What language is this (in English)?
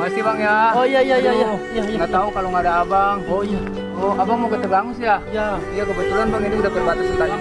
Betawi